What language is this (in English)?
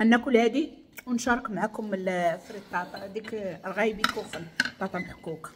Moroccan Arabic